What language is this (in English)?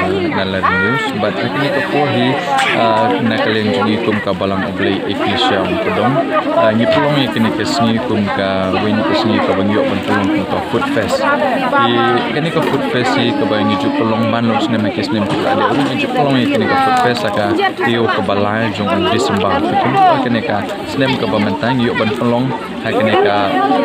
Khasi